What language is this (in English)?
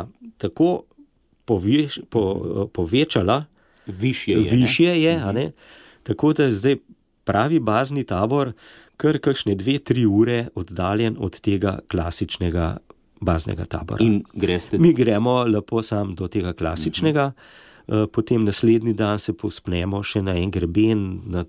Slovenian